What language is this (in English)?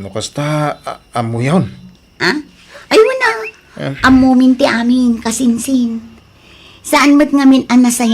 Iloko